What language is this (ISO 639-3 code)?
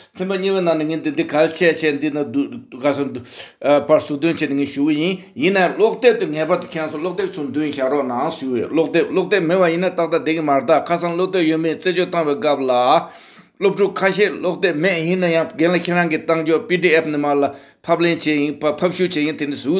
bod